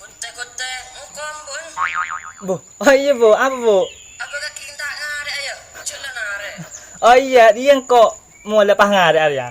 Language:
Madurese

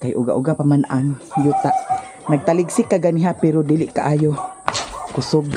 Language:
Cebuano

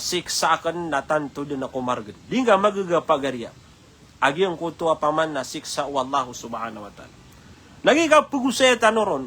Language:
Maranao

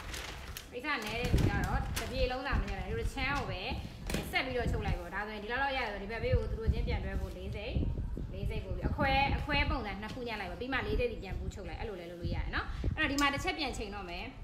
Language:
Burmese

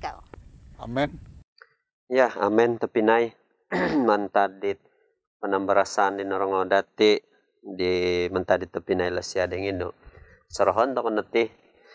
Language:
Central Dusun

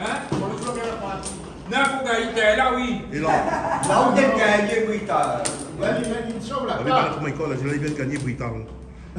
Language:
Réunion Creole French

